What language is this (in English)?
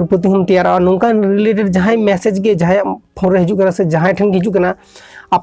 Santali